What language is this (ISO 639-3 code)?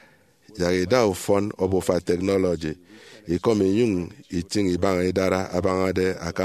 efi